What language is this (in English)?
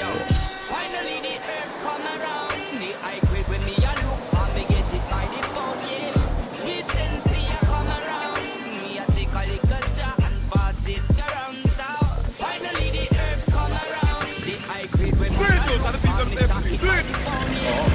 Jamaican Creole English